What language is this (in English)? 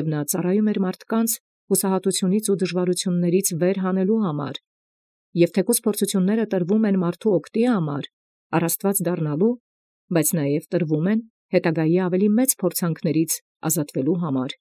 Armenian